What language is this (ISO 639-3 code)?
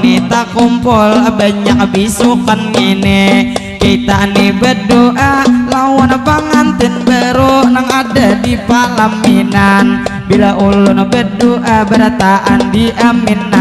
bjn